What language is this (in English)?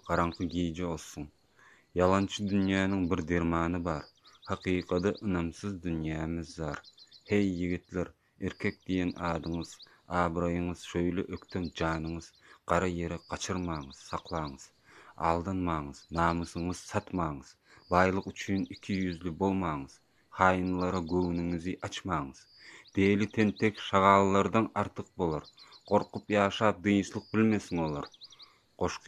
Turkmen